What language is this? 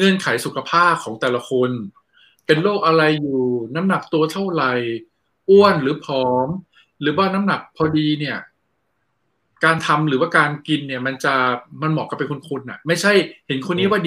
Thai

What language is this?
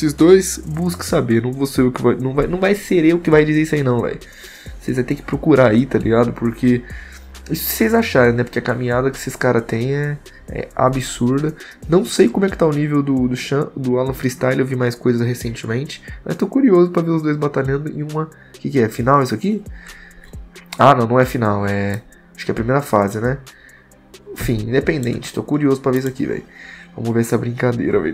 Portuguese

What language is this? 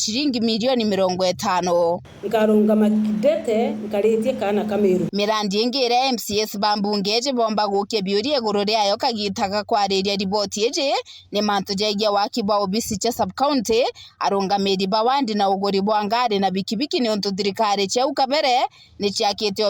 Meru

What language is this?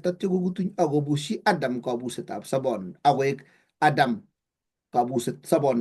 Kalenjin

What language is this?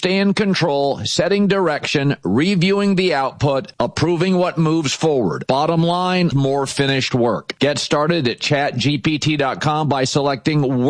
English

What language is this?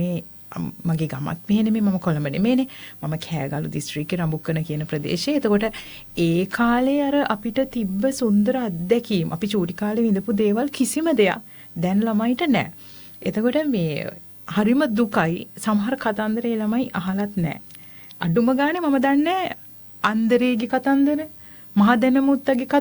Sinhala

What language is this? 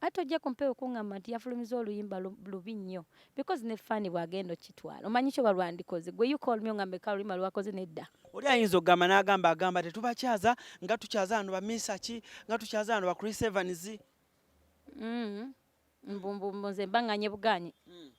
Ganda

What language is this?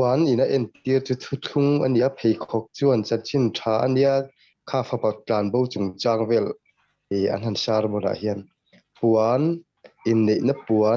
Mizo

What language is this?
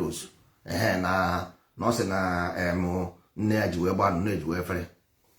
Igbo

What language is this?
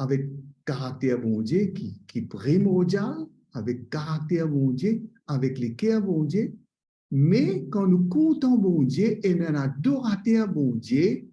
Morisyen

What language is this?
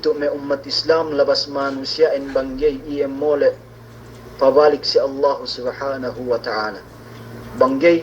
Yakan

